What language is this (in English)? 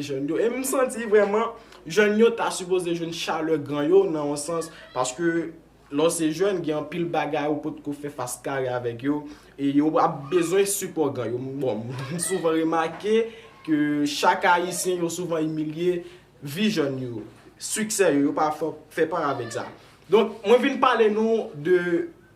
Haitian Creole